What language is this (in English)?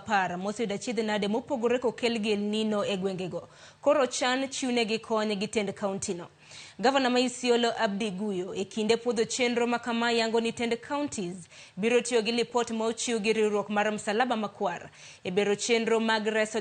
Luo (Kenya and Tanzania)